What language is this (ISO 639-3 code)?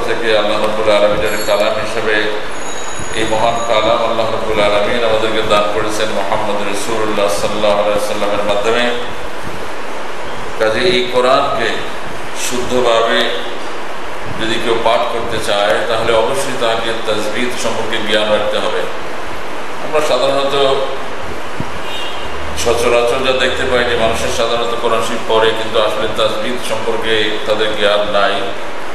ben